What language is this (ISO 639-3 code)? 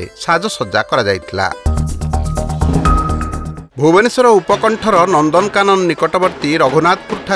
ori